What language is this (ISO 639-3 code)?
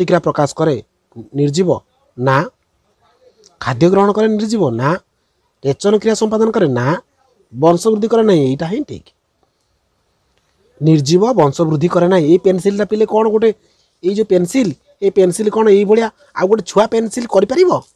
ori